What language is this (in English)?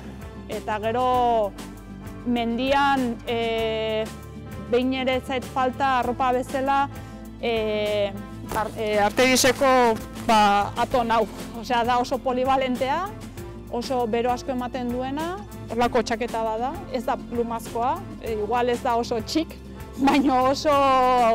Basque